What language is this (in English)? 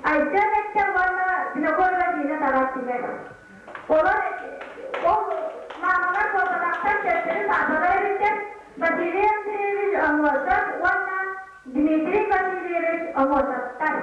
Yakut